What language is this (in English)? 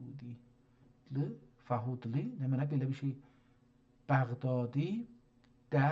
South Azerbaijani